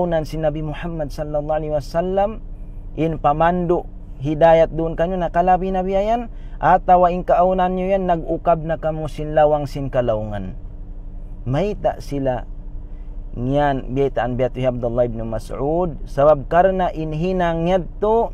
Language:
Tausug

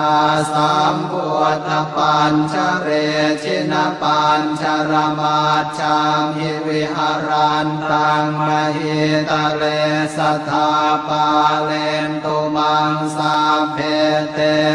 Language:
Pali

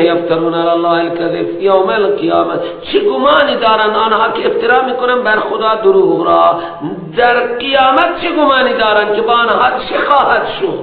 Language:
Persian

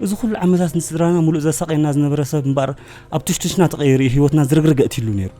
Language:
Tigrinya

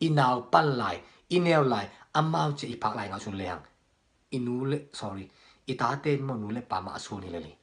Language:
Tedim Chin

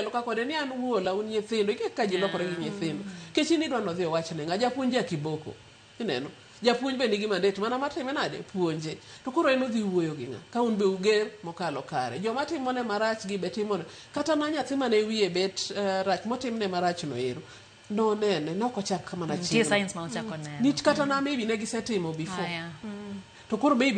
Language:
Luo (Kenya and Tanzania)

